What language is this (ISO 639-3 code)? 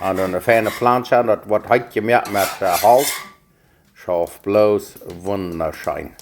pdt